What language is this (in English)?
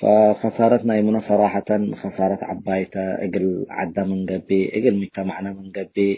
Tigre